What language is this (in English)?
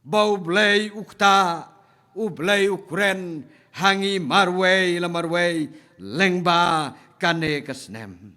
Khasi